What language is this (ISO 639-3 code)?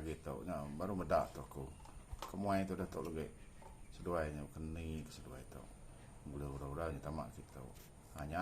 iba